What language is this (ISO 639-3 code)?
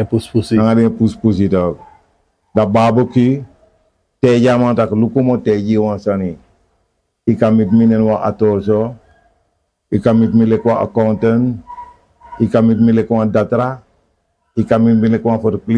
srn